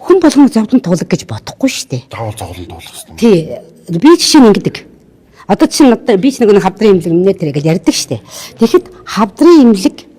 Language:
Mongolian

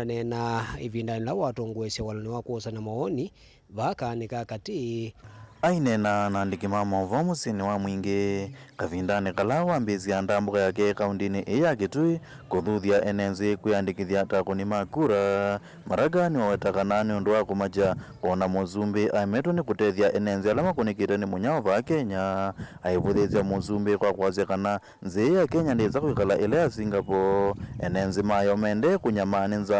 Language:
Kamba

